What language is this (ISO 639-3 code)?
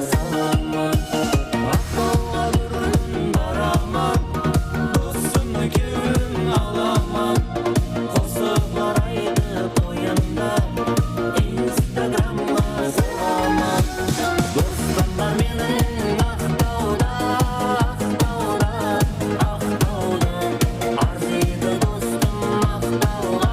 kaa